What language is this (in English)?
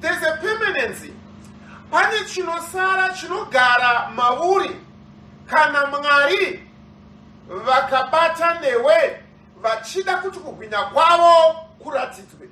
Shona